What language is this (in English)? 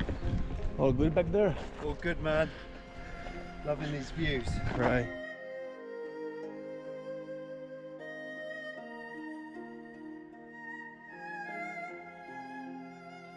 Finnish